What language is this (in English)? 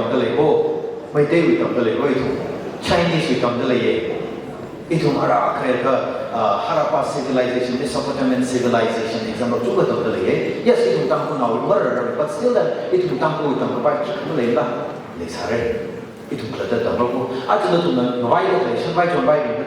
Tangkhul Naga (India)